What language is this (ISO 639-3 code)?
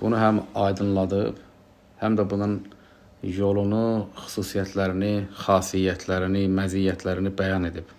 aze